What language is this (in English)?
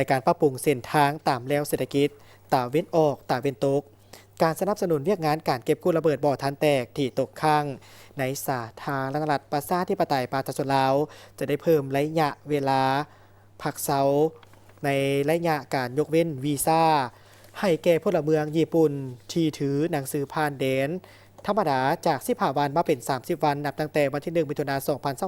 Lao